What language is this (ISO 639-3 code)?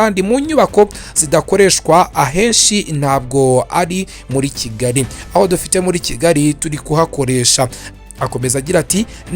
kin